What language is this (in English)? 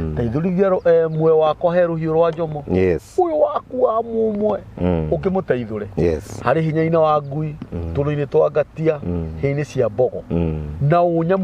Kikuyu